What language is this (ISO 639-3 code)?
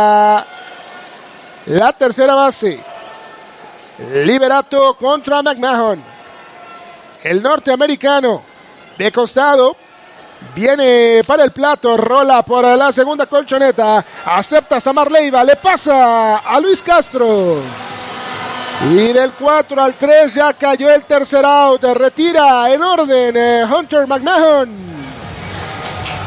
spa